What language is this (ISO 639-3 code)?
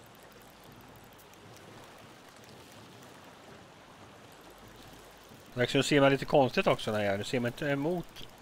swe